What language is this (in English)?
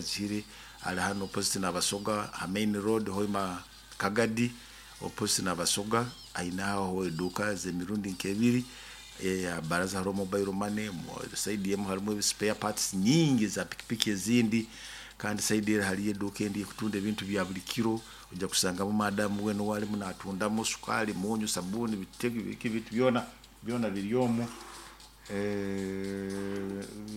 Nyoro